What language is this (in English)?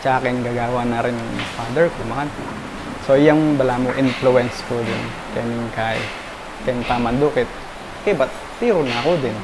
Pampanga